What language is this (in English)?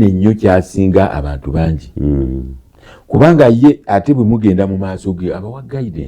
Ganda